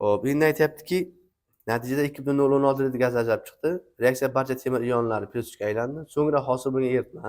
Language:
Uzbek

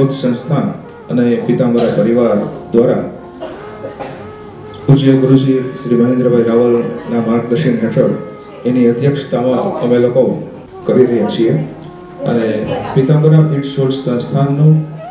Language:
Gujarati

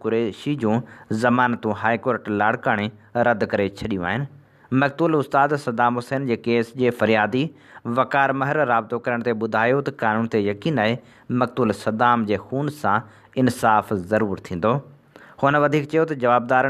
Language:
Sindhi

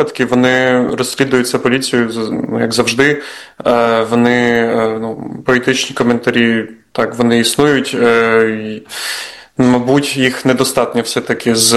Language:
Ukrainian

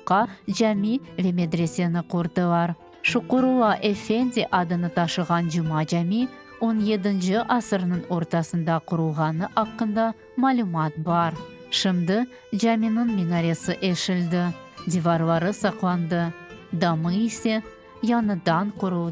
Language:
Crimean Tatar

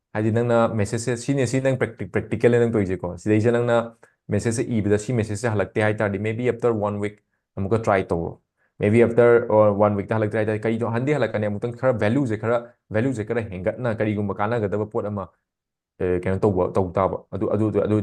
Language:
Manipuri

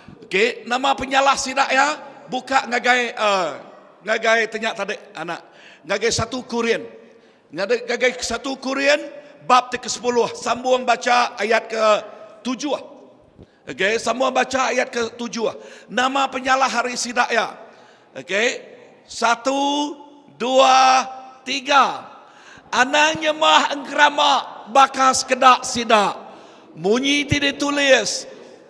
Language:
Iban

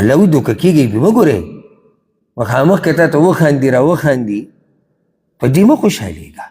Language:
Pashto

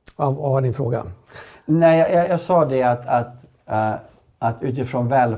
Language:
Swedish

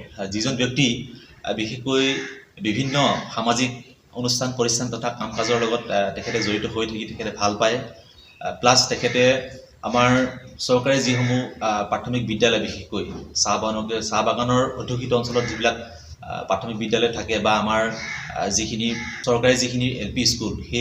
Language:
Assamese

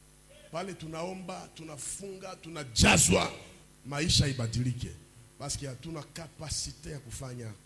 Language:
Swahili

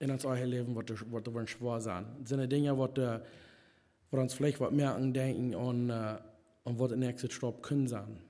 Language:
Plautdietsch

